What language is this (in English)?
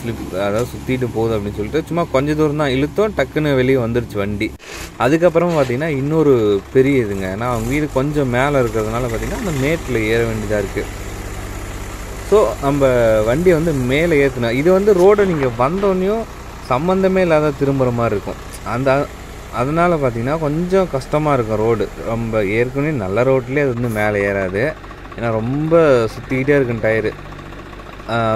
Tamil